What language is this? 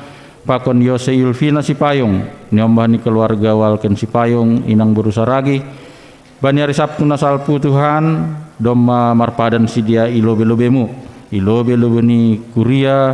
Batak Simalungun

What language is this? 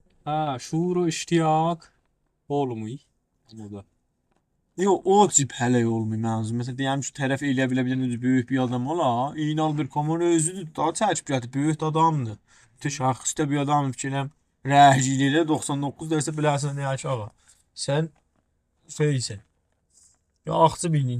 South Azerbaijani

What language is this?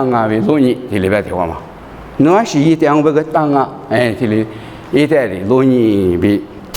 Lisu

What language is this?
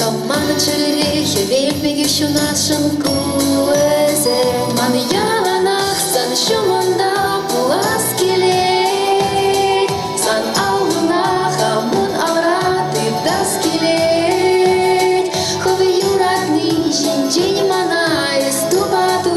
Chuvash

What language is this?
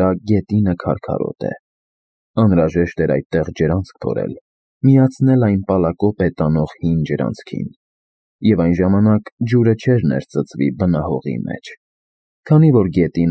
Armenian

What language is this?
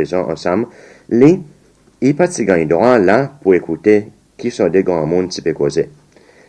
Seselwa Creole French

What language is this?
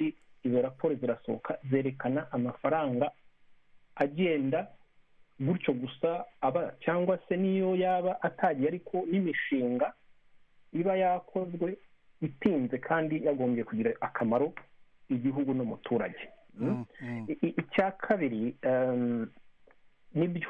Kinyarwanda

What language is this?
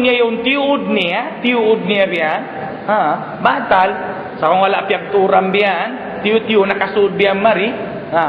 Tausug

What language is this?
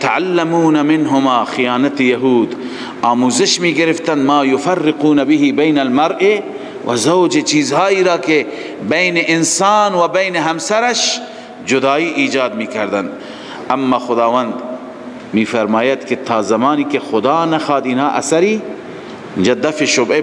Persian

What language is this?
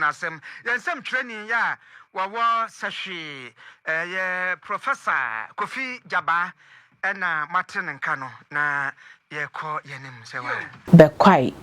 Akan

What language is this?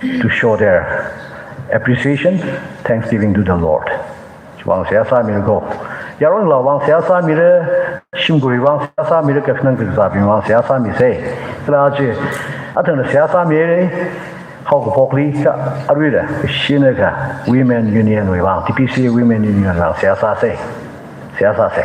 Tangkhul Naga (India)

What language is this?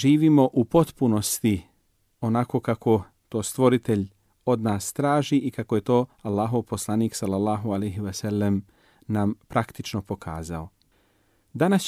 Bosnian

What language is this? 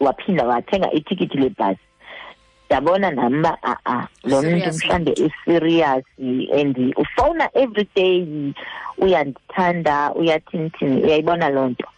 Xhosa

